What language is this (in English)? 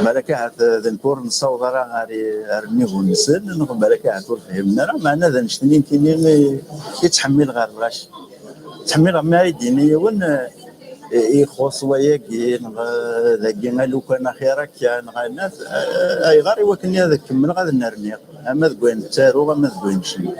Kabyle